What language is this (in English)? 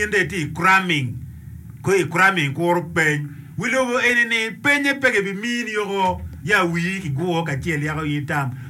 Acoli